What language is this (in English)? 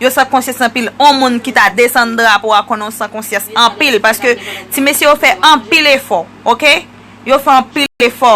Haitian Creole